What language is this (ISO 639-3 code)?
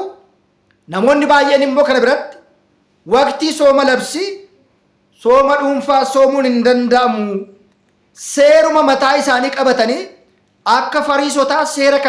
orm